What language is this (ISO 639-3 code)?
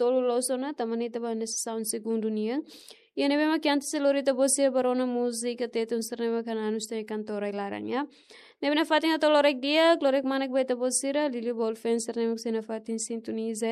tet